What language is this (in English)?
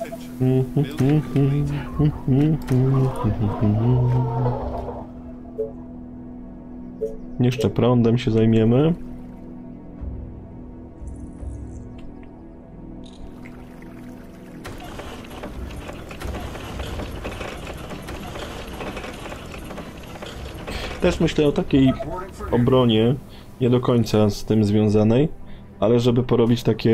Polish